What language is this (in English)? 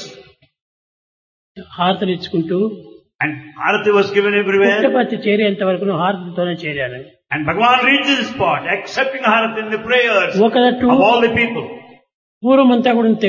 Telugu